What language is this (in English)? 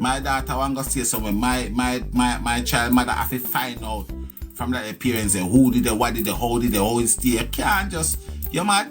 Jamaican Creole English